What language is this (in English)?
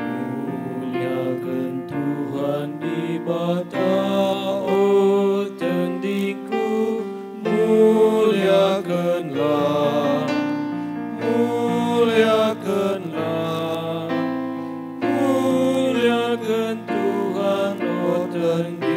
Batak Karo